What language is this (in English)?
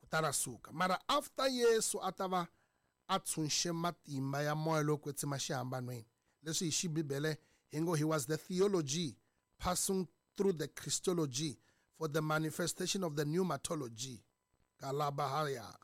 Tsonga